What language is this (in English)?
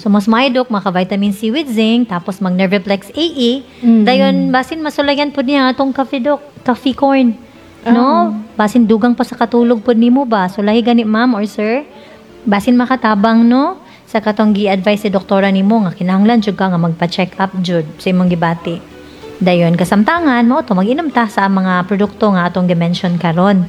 Cebuano